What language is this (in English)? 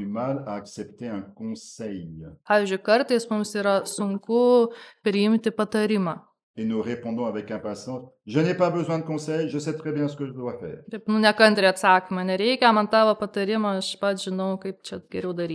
Lithuanian